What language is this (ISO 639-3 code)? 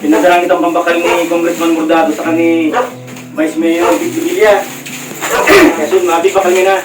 bik